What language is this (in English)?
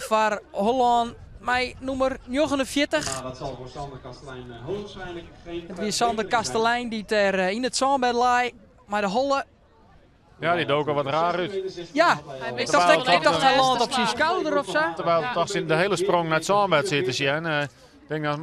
Western Frisian